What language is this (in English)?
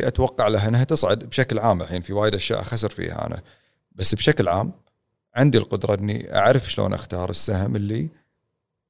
Gulf Arabic